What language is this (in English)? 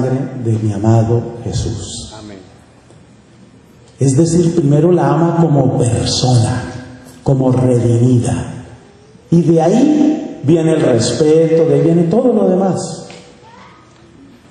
Spanish